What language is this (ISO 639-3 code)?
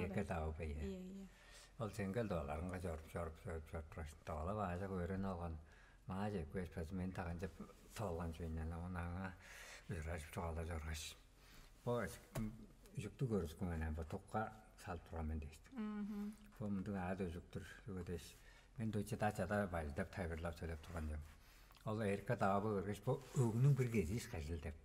tyv